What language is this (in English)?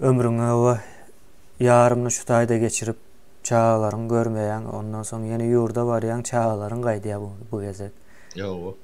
Turkmen